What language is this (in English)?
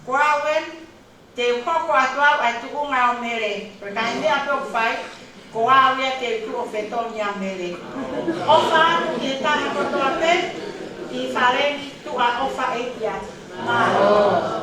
Tongan